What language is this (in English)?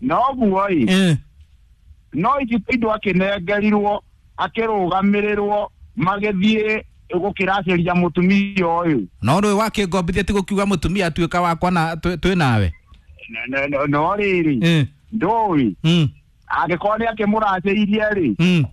Kikuyu